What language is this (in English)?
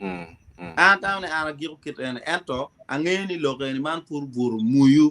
Acoli